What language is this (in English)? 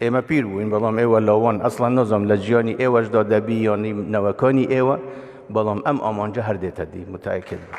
Kurdish